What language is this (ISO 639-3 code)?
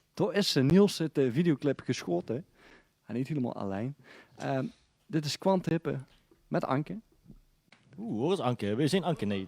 lim